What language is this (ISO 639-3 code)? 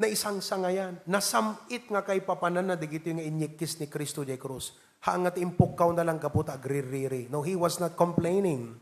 ilo